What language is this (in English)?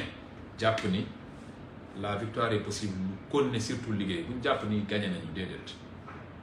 Wolof